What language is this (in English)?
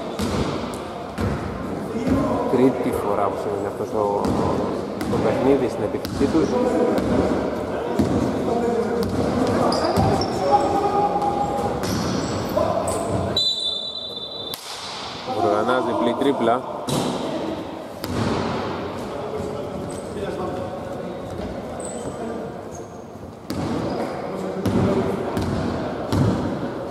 Greek